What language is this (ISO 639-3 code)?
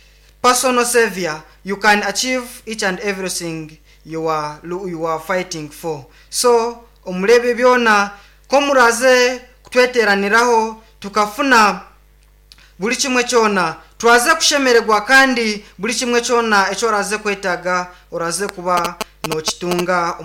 nyn